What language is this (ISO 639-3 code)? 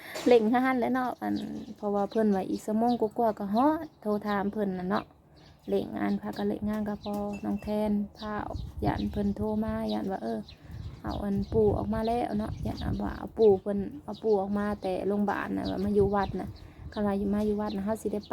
tts